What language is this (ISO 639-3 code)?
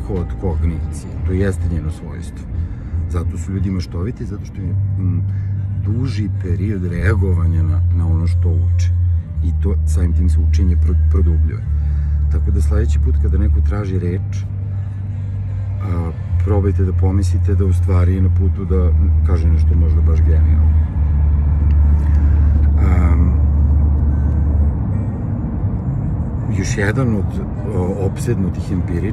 srp